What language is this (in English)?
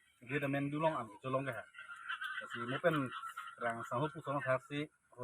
Karbi